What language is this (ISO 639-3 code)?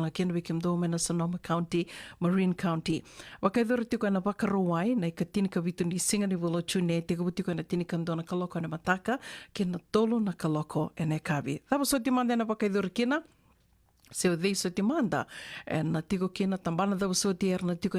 fij